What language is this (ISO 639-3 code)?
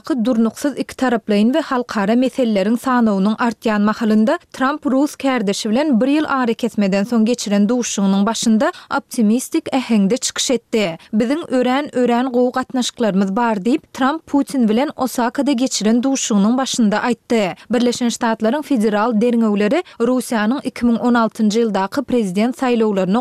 tuk